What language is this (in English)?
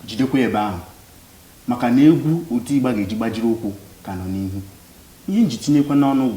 Igbo